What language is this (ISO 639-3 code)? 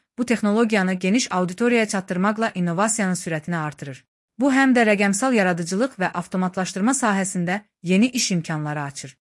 aze